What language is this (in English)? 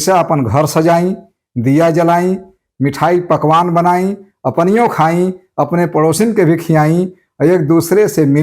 Bhojpuri